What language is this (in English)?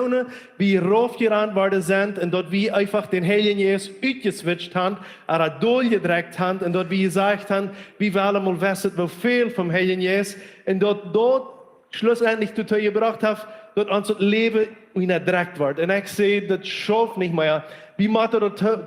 Plautdietsch